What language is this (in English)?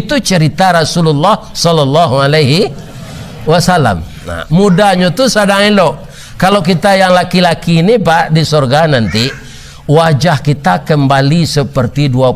Minangkabau